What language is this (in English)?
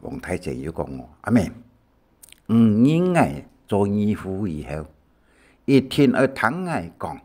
Hakka Chinese